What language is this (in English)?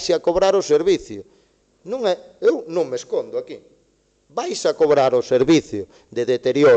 Galician